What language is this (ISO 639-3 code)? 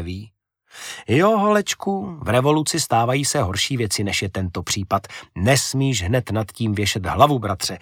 ces